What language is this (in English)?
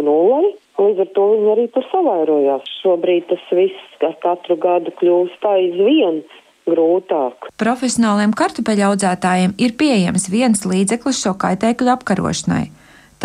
Latvian